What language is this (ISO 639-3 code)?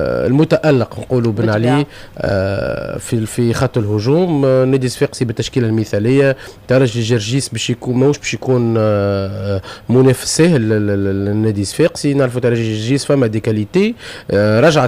aeb